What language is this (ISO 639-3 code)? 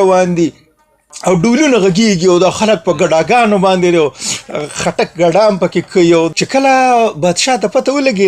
pus